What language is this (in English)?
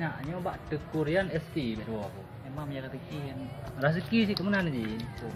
Achinese